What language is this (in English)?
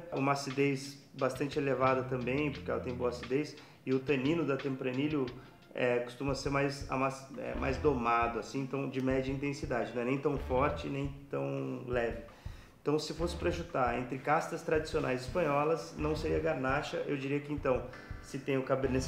Portuguese